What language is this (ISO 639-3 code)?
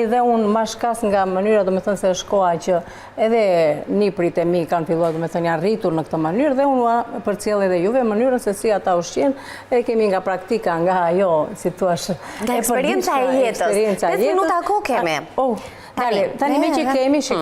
sqi